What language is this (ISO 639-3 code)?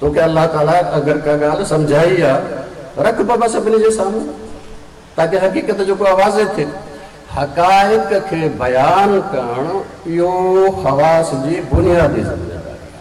snd